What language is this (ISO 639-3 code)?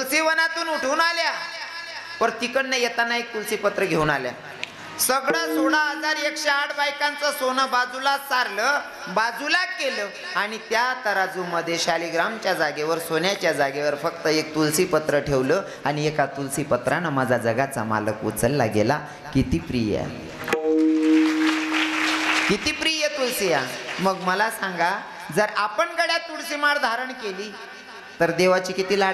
mar